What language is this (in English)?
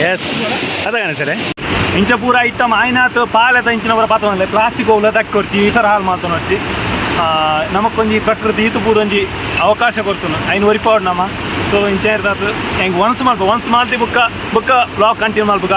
Tulu